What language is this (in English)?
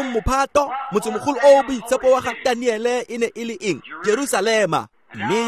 Tswana